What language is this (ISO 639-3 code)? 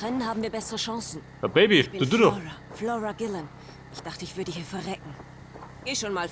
bar